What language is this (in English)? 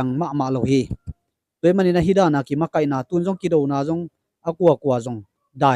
Tedim Chin